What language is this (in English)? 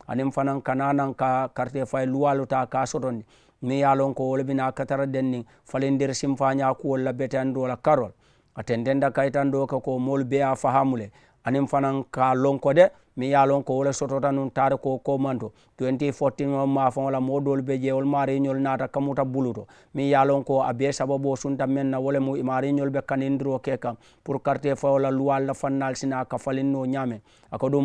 Mandingo